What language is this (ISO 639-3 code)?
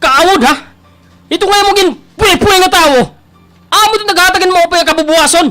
war